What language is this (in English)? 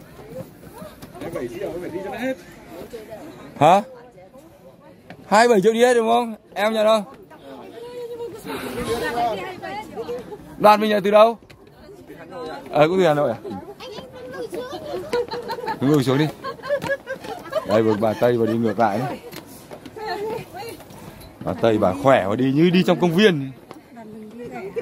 Vietnamese